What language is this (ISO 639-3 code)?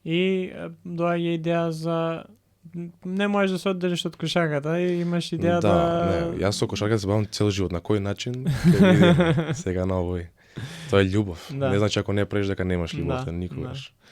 mkd